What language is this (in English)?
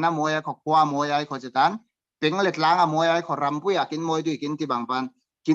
Falam Chin